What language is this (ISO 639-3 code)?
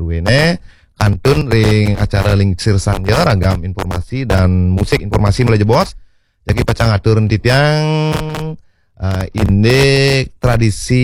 ban